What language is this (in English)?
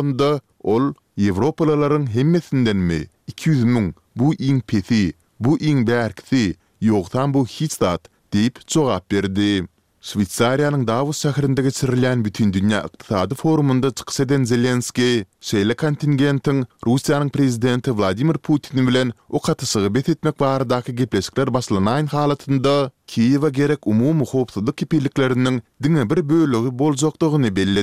Turkmen